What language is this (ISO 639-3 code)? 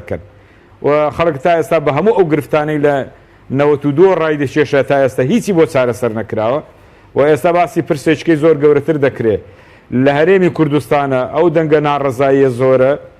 ckb